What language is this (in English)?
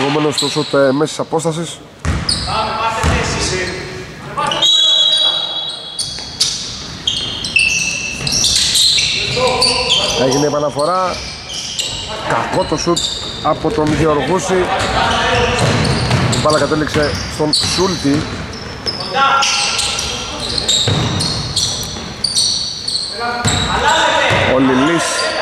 Greek